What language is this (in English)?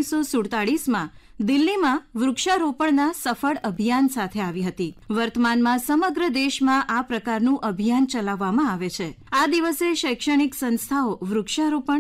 Gujarati